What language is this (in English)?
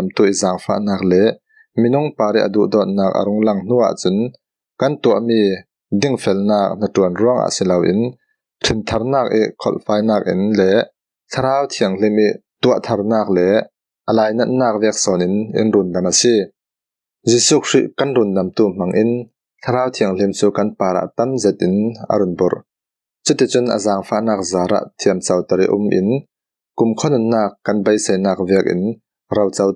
Falam Chin